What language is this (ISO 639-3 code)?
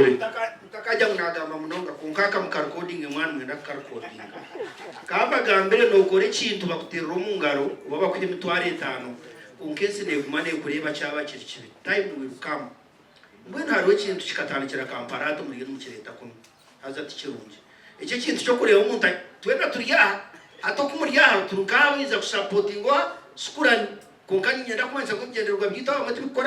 nyn